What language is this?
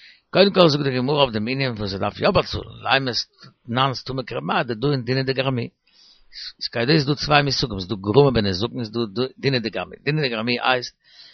Yiddish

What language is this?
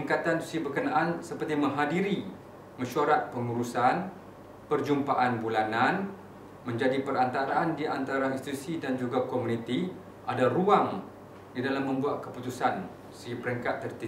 Malay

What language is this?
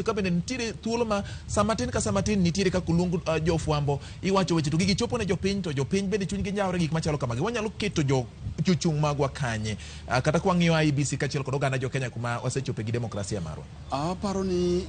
Luo (Kenya and Tanzania)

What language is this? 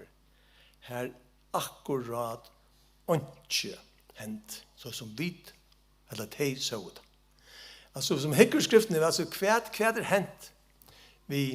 Faroese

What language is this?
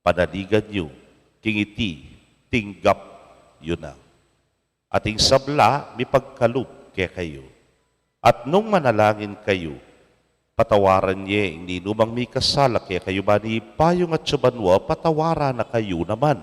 Pampanga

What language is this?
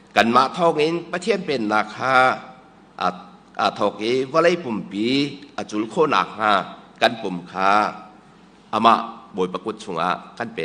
Hakha Chin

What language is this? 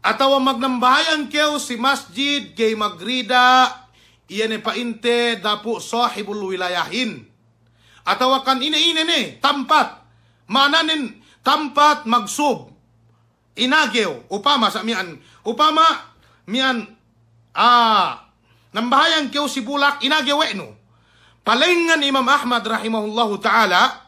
Yakan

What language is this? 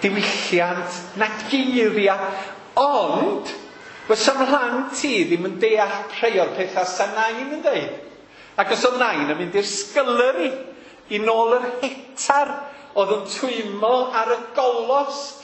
Welsh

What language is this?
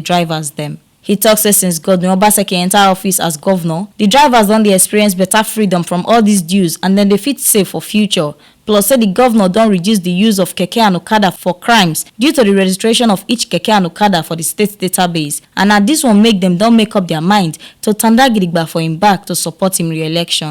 Nigerian Pidgin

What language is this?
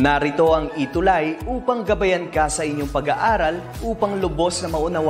Filipino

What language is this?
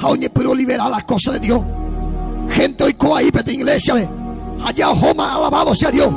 Guarani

